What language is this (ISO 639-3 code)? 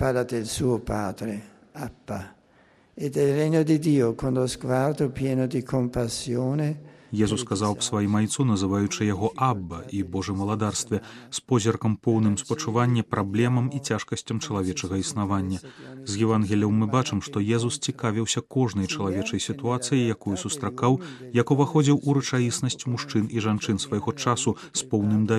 bel